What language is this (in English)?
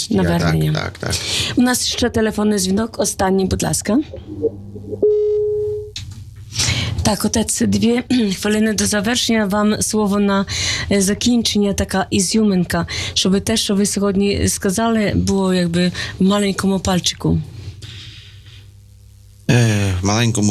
Ukrainian